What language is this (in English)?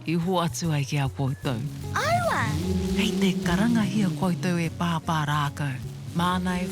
Māori